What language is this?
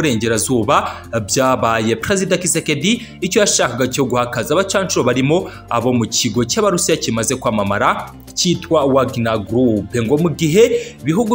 Kinyarwanda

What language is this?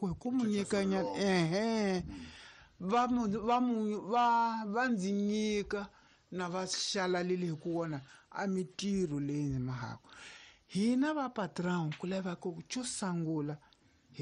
Tsonga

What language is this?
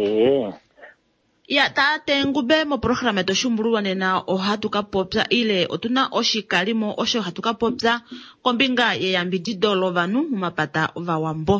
Kuanyama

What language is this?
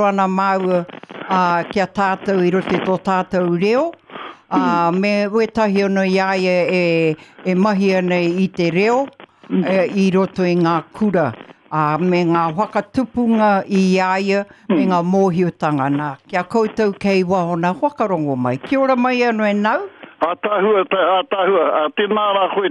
Māori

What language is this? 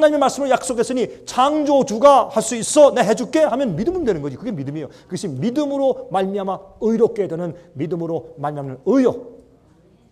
Korean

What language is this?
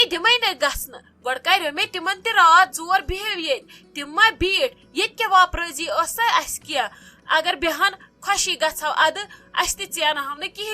Kashmiri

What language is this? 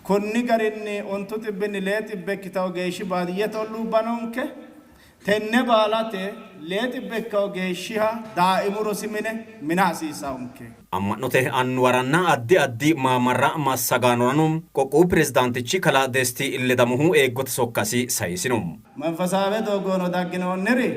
Sidamo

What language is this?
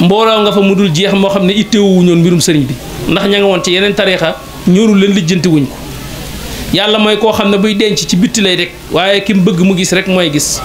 Wolof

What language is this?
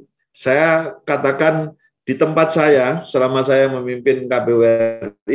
Indonesian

